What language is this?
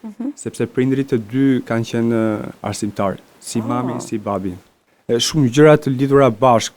Albanian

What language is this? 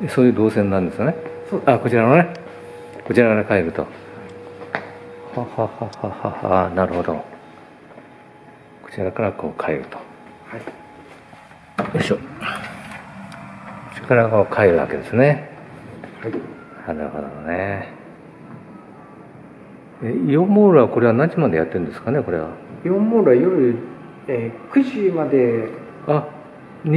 Japanese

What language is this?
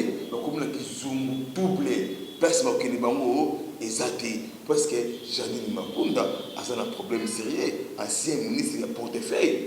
Lingala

